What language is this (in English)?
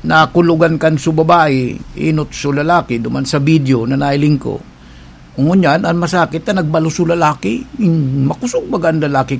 Bikol